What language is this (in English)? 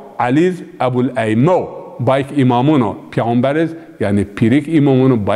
Zaza